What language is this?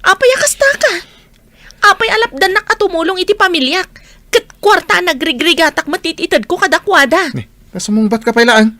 Iloko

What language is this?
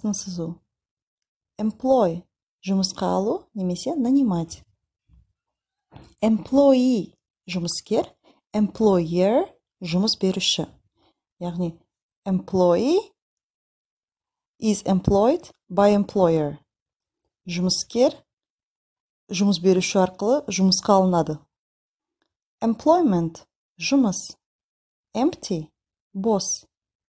Kazakh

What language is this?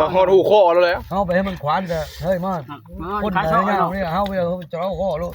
Northeastern Thai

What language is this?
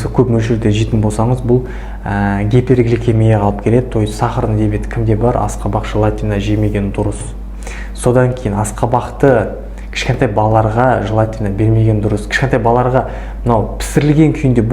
Kazakh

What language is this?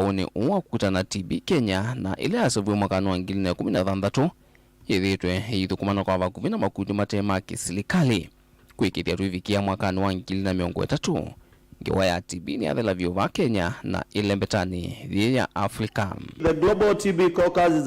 Kamba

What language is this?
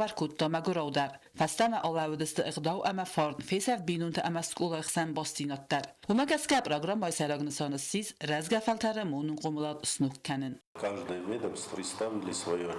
Ossetic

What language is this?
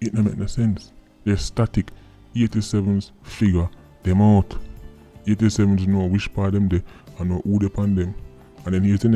Jamaican Creole English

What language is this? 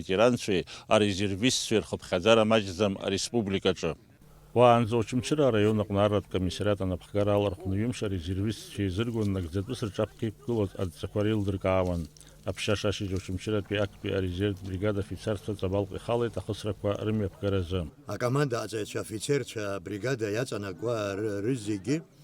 Abkhazian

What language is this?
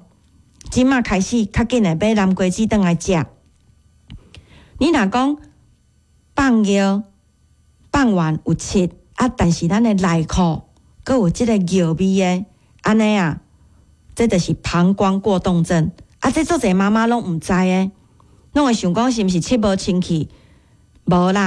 Min Nan Chinese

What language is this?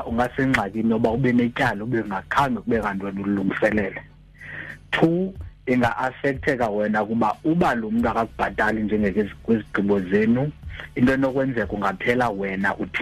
Xhosa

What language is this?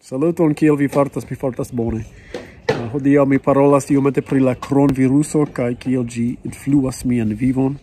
Esperanto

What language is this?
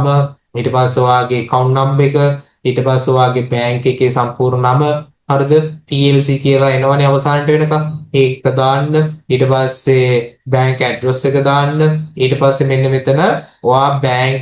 Sinhala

